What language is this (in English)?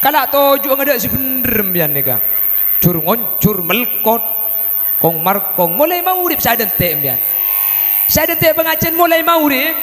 Madurese